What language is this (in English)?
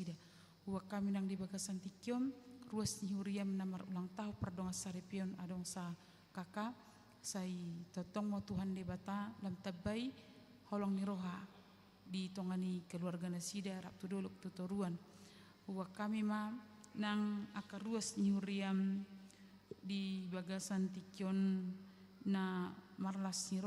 Batak Toba